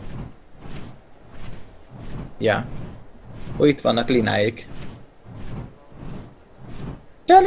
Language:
Hungarian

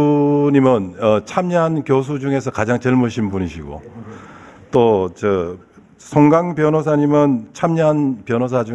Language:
Korean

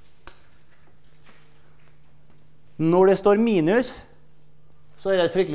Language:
Norwegian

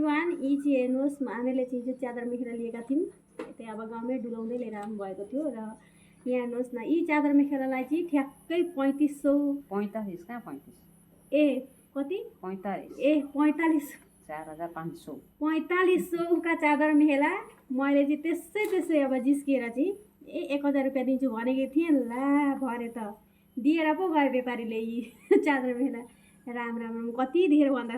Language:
Nepali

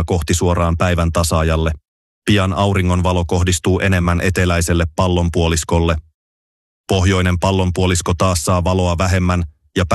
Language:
Finnish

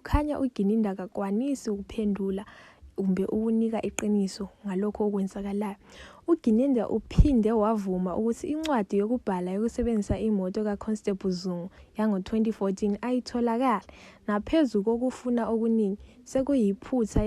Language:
Zulu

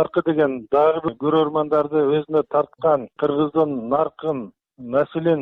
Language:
Kyrgyz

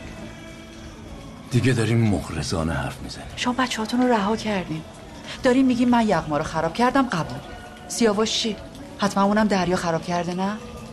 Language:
Persian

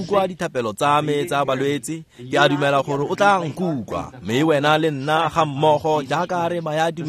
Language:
Tswana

